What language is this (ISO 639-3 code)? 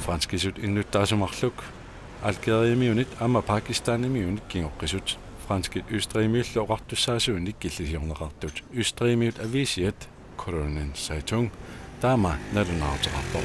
kal